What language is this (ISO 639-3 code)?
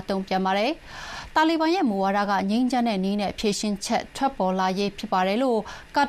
mya